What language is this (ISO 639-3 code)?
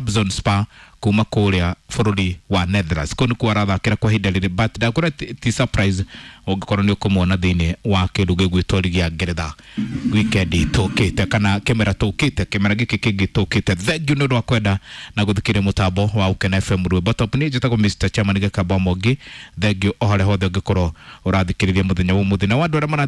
kik